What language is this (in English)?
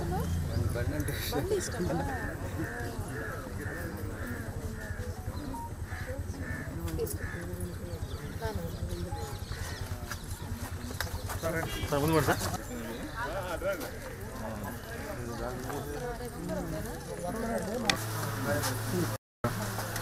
Telugu